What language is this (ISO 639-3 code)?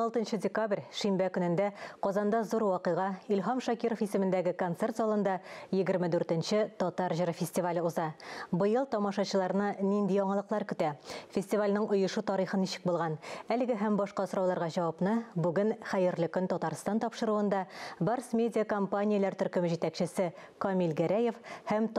tat